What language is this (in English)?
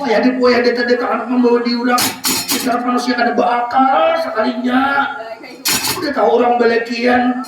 Banjar